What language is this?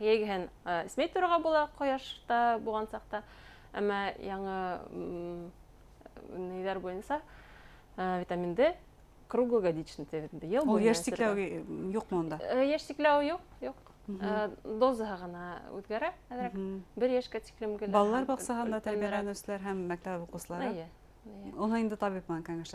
Bashkir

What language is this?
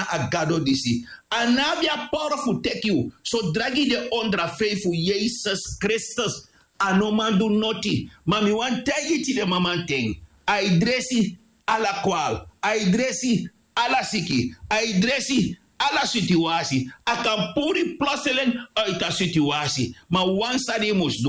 Sranan Tongo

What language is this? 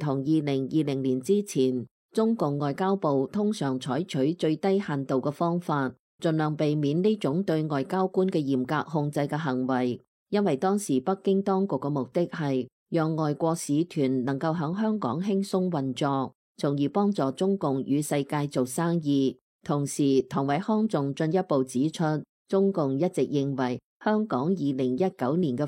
Cantonese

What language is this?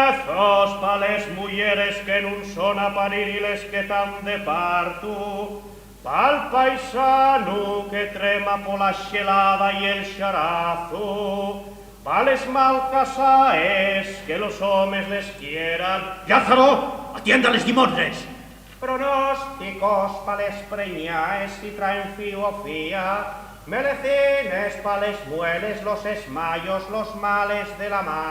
Asturian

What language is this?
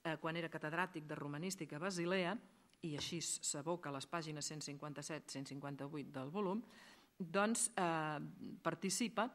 Catalan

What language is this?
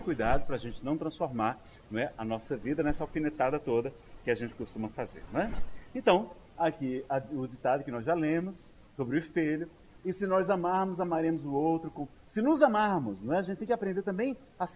Portuguese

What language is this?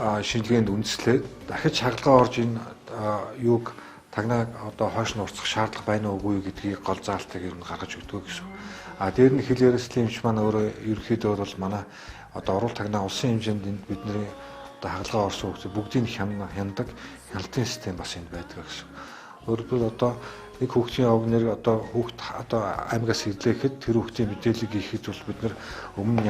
Mongolian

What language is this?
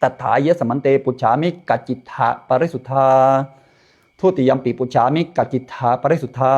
Pali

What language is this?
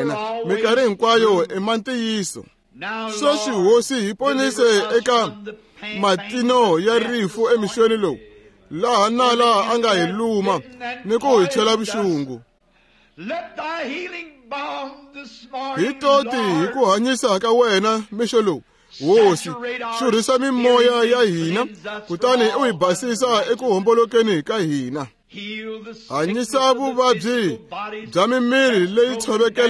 Tsonga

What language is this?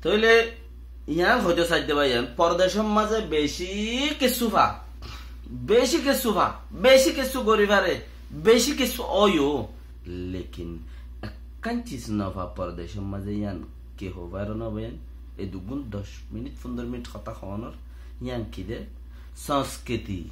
Rohingya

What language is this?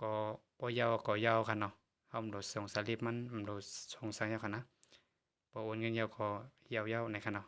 Shan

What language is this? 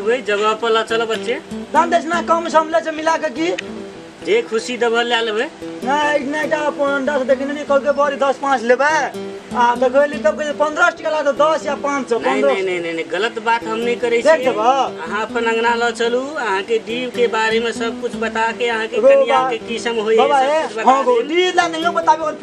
Maithili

